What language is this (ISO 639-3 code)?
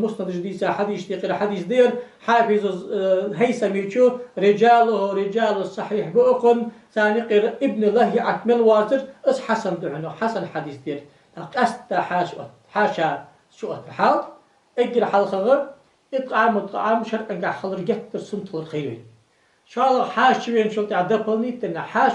inh